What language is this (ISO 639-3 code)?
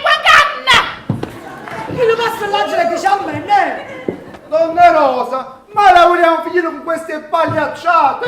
nap